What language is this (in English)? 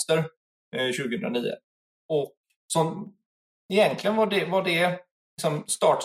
Swedish